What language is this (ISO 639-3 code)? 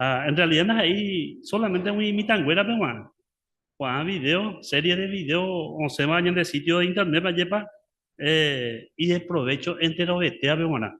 grn